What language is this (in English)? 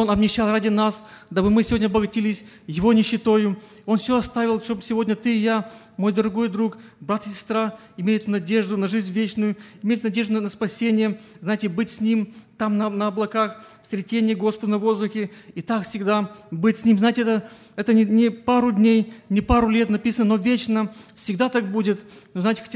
Russian